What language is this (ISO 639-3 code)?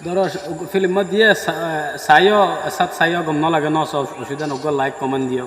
rhg